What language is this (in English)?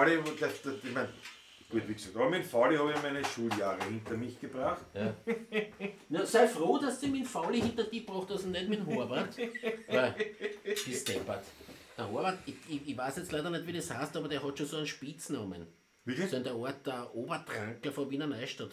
Bavarian